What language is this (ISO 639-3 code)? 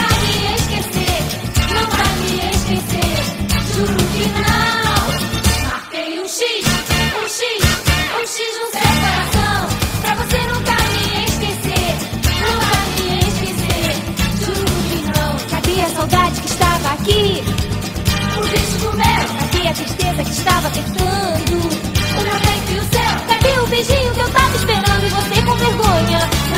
por